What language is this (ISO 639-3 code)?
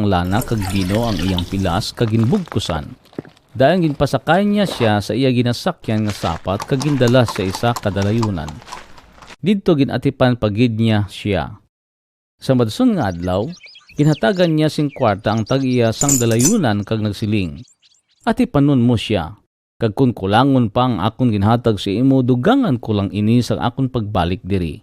hil